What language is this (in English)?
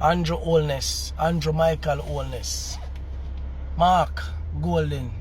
Jamaican Creole English